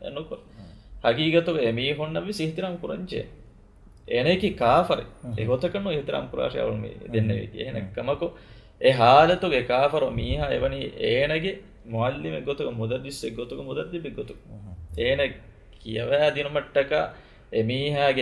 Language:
Divehi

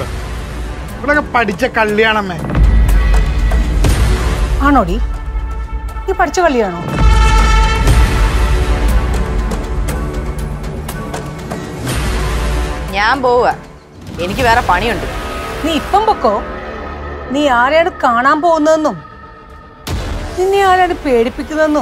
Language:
Malayalam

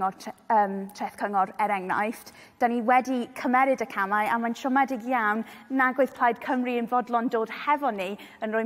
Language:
Welsh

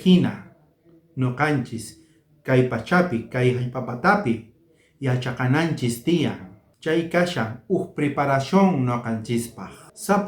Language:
South Bolivian Quechua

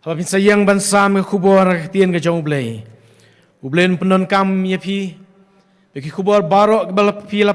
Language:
Khasi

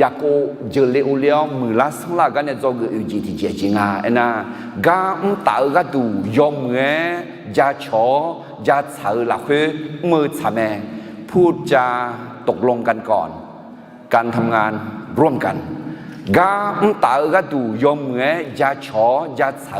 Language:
Akha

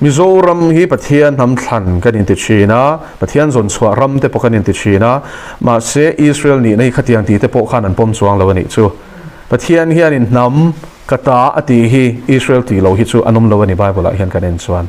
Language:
Mizo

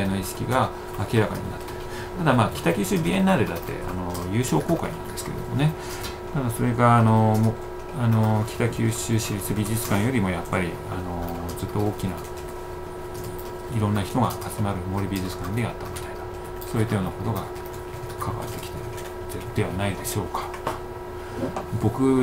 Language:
Japanese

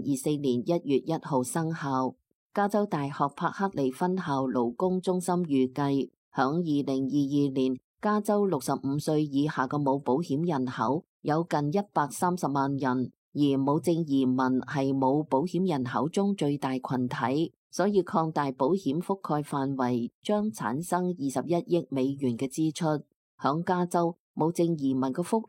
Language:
Cantonese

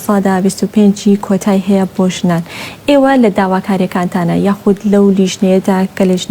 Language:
Central Kurdish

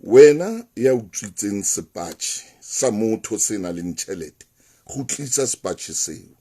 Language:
Southern Sotho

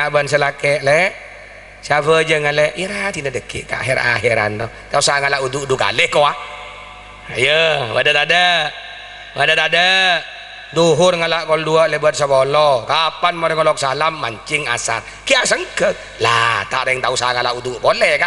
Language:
Madurese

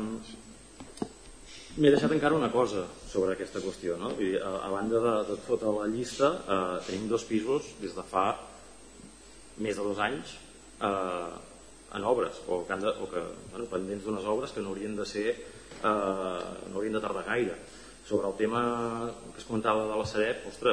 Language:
Catalan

